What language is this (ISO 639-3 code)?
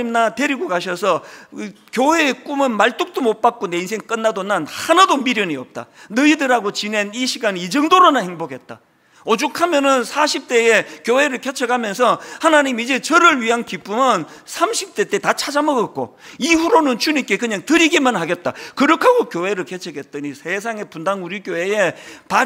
kor